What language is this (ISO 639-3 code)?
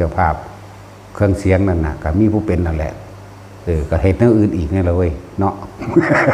lao